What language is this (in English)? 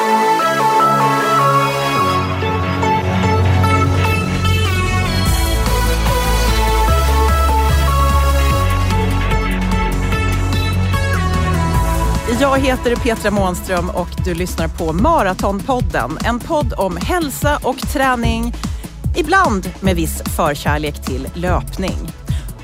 Swedish